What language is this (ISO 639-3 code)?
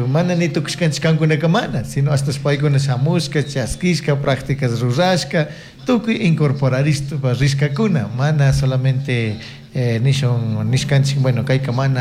qug